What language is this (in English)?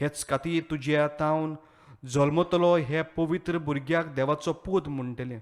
Konkani